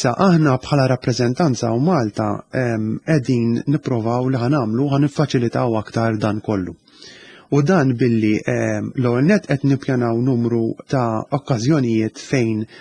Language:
Maltese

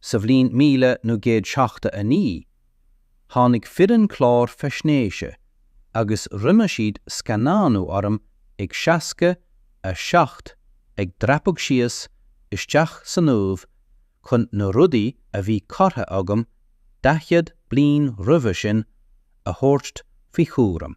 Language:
Irish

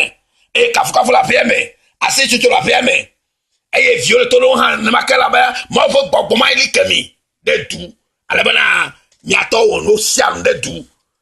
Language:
Ewe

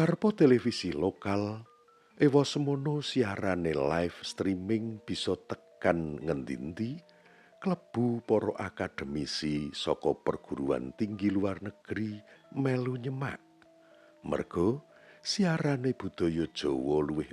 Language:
Javanese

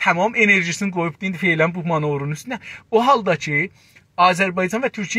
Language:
South Azerbaijani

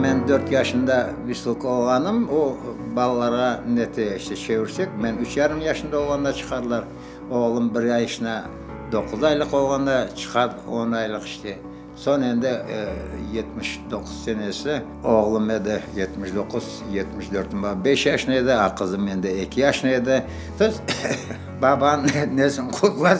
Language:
Crimean Tatar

